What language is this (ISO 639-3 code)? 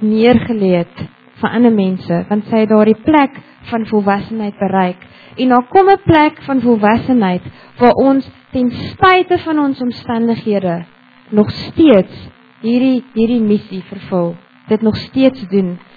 afr